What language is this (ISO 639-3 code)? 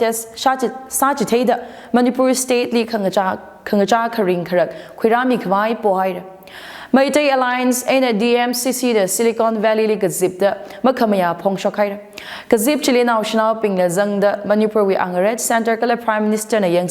nmf